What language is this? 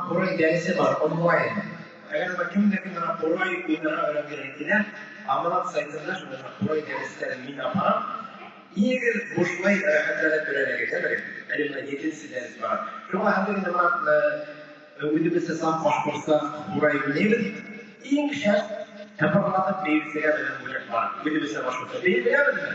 Bashkir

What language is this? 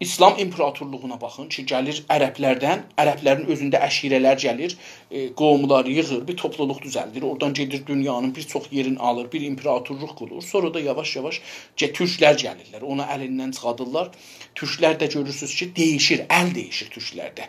South Azerbaijani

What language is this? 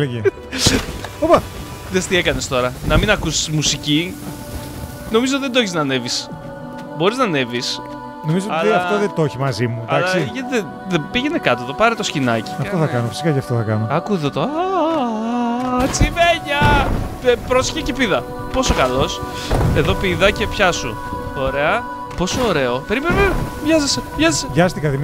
Greek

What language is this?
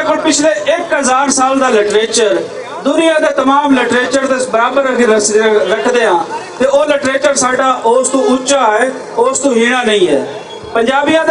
Western Panjabi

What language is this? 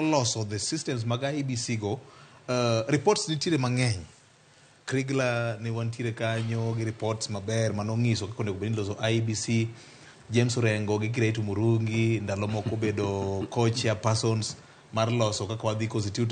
Luo (Kenya and Tanzania)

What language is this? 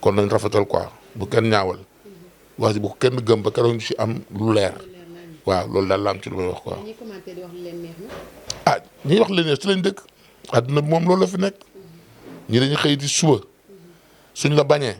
Wolof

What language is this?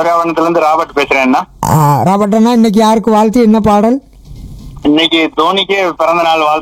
Tamil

